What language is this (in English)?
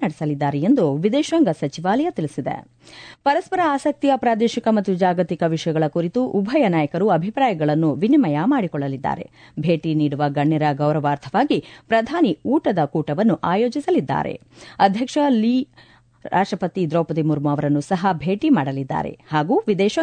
Kannada